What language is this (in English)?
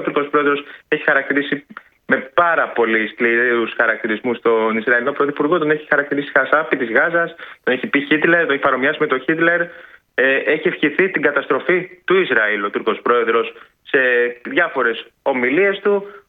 Greek